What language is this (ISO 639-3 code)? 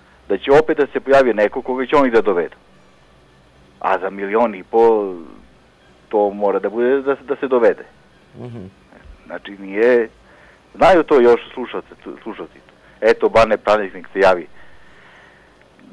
srp